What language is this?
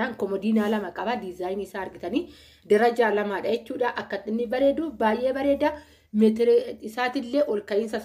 Oromo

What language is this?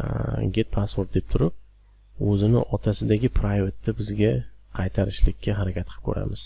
Uzbek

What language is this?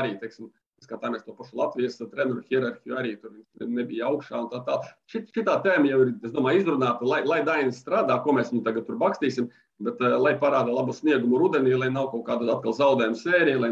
Latvian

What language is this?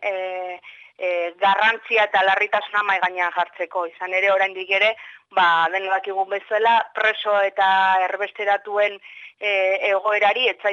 Basque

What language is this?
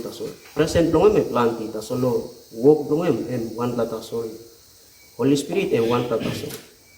Tok Pisin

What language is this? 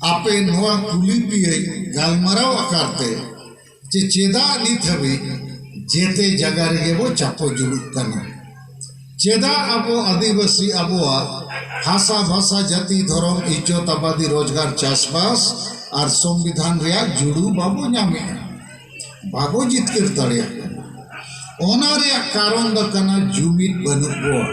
Santali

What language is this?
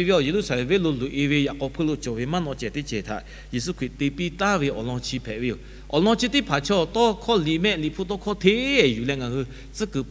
Lahu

